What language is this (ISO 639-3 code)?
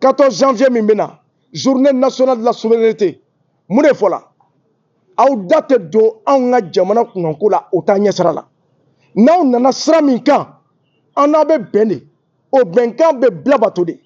bam